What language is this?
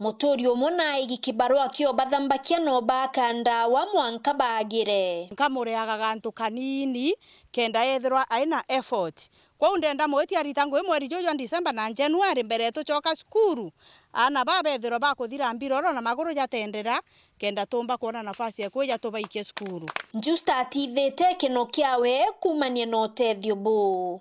Meru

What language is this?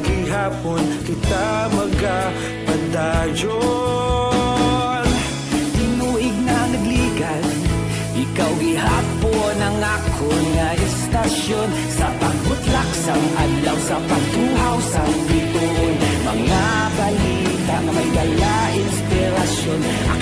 Hiligaynon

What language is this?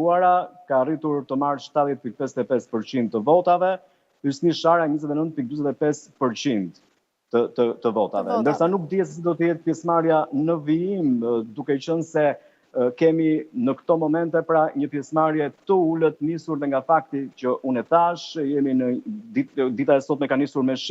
Albanian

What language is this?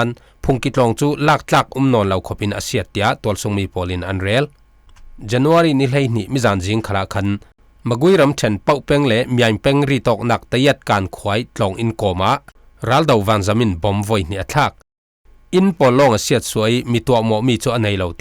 Falam Chin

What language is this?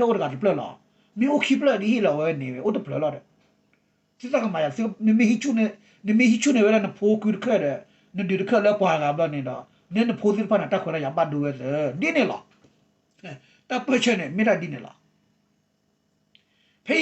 S'gaw Karen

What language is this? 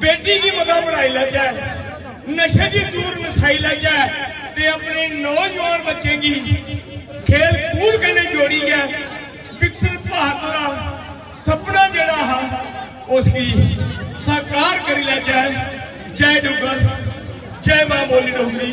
Dogri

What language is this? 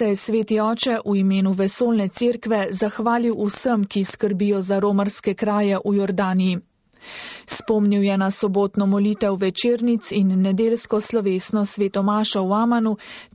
Slovenian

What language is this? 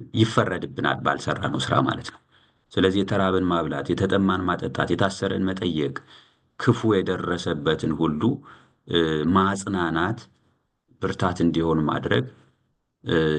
Amharic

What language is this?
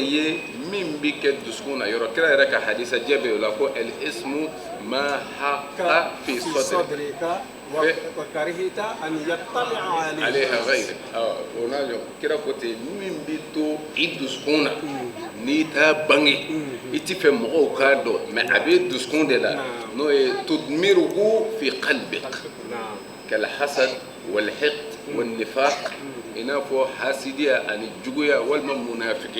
Bambara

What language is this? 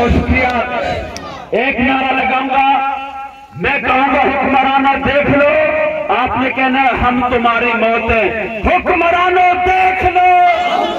Urdu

